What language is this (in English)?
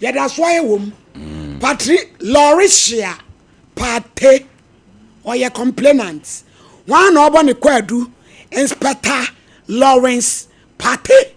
Akan